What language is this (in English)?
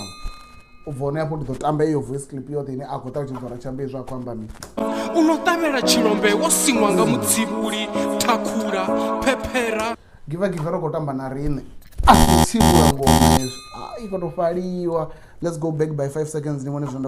Venda